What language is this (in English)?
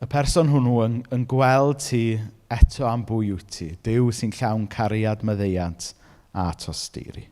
Welsh